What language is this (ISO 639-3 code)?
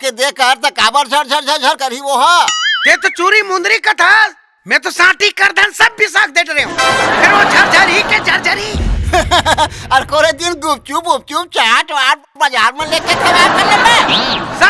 hne